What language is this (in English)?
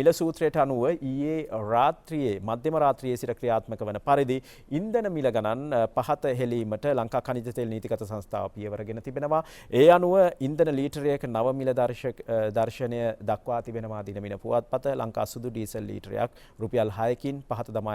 Sinhala